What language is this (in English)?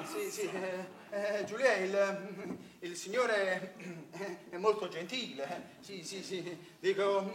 Neapolitan